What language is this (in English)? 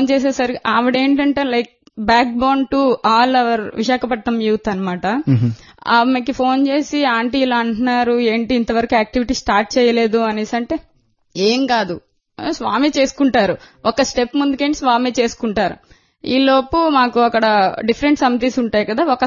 Telugu